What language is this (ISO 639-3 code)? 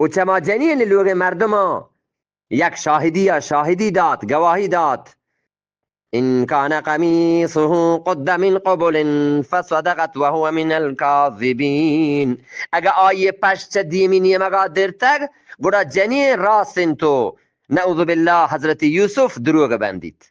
bgp